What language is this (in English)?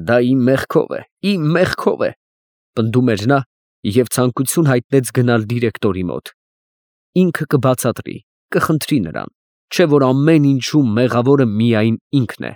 Armenian